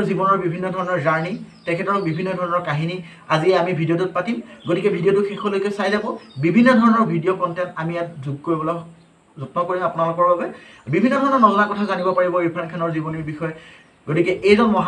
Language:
Assamese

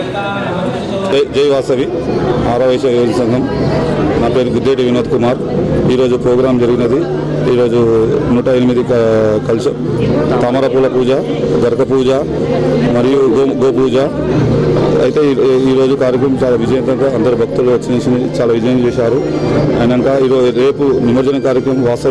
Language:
Telugu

